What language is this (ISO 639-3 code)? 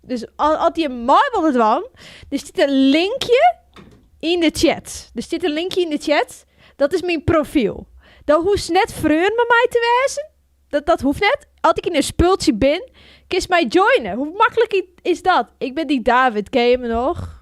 fry